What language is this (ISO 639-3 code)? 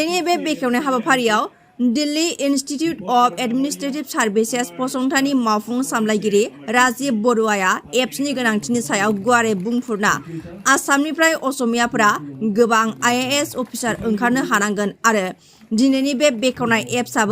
brx